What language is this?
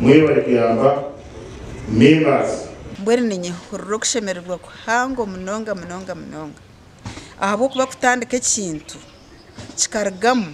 Nyankole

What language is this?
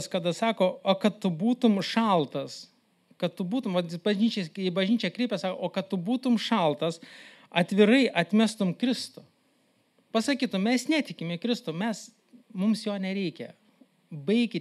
Lithuanian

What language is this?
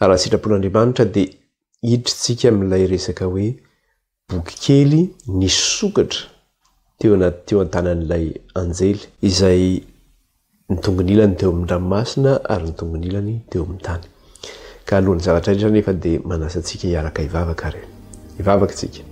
Malagasy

